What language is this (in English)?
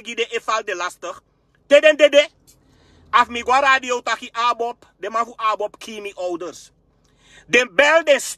Sranan Tongo